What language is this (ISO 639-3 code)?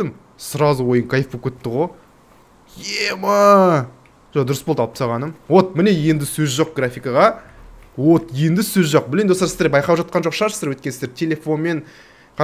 kaz